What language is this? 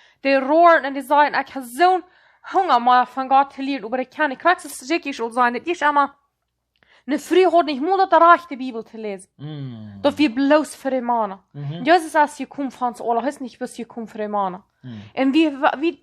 Plautdietsch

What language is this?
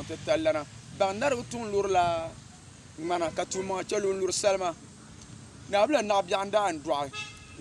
Dagbani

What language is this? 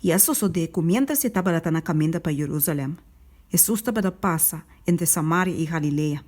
Papiamento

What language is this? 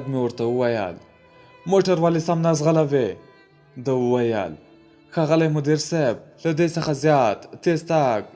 Pashto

